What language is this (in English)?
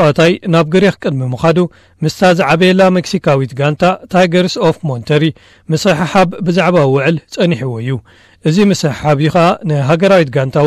Tigrinya